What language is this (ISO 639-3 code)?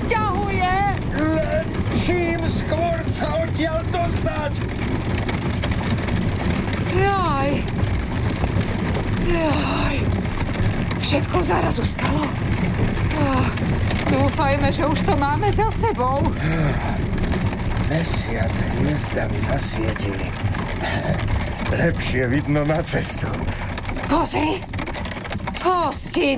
slk